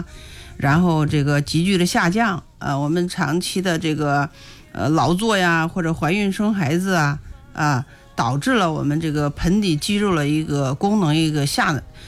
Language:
Chinese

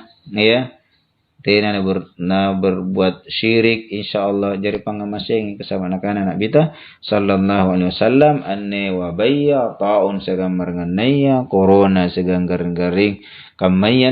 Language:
Makasar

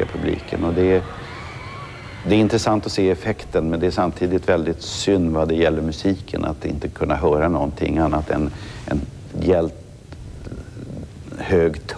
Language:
Swedish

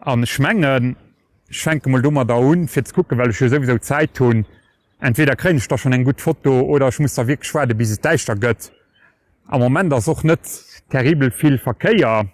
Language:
Luxembourgish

